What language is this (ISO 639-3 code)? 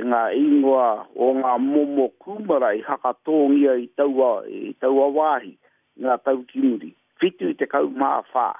mri